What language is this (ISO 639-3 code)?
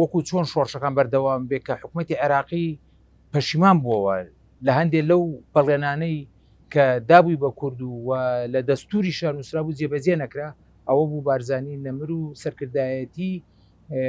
ckb